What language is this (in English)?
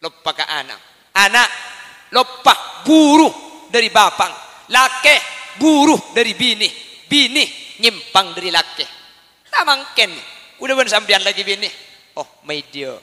Madurese